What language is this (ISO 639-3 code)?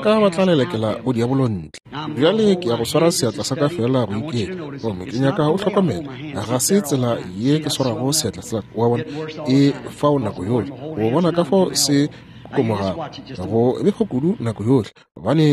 nso